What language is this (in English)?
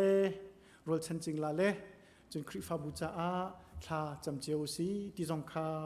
Hakha Chin